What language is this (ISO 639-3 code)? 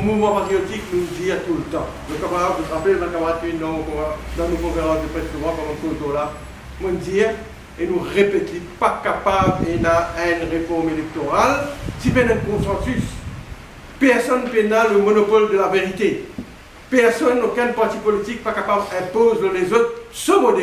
mfe